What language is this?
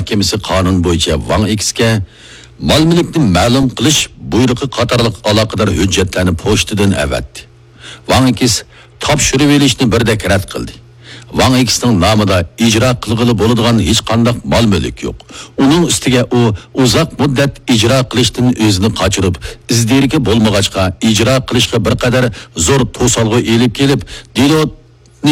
Uyghur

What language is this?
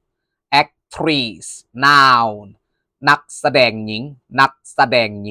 Lao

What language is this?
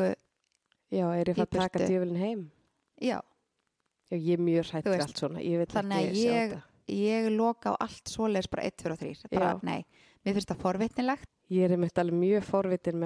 Icelandic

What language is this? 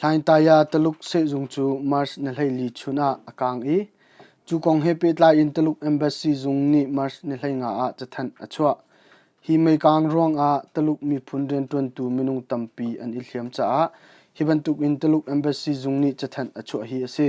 Hakha Chin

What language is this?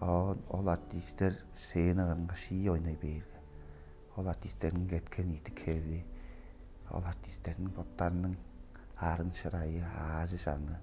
Tuvinian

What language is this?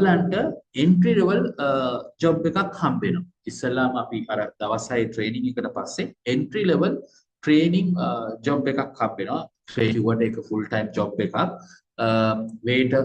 Sinhala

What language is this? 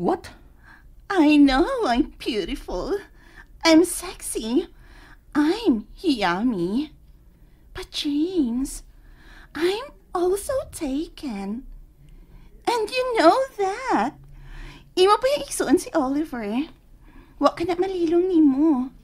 Cebuano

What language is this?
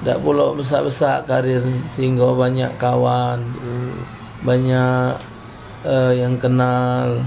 Musi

